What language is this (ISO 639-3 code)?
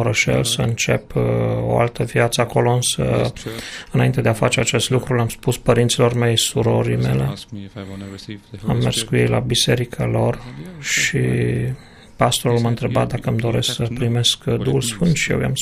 ron